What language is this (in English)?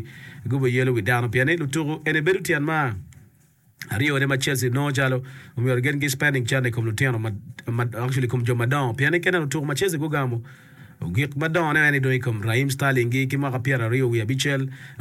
Acoli